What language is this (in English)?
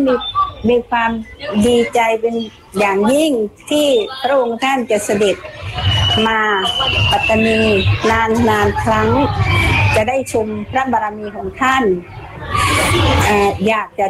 Thai